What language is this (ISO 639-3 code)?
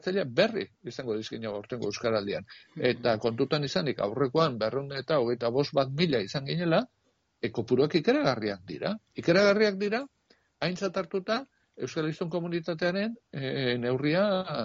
eus